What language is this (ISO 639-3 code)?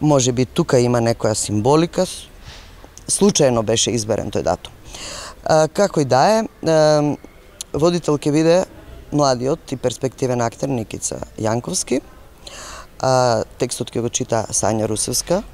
mkd